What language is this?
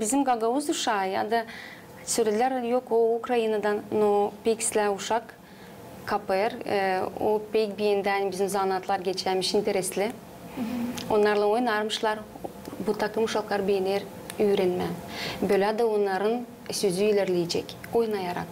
Gagauz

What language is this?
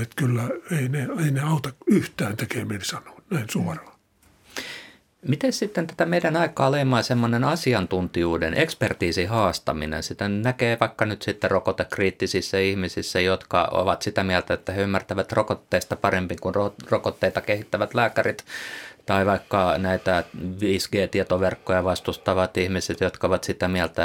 Finnish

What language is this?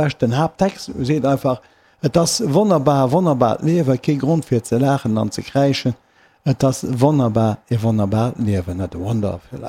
Luxembourgish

